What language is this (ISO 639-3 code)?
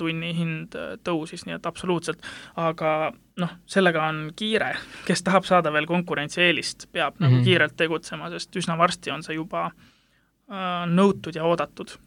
est